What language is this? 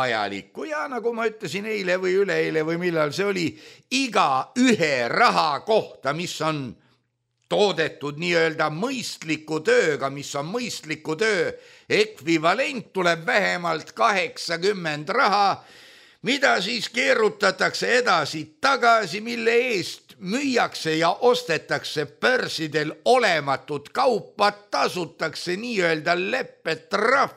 Estonian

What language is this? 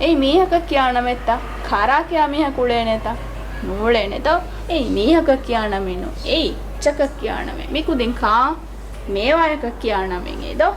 Divehi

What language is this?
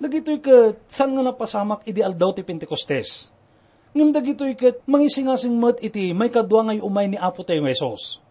Iloko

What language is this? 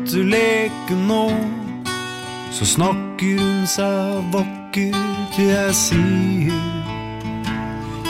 Norwegian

